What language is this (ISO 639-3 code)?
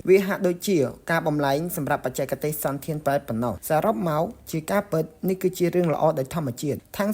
khm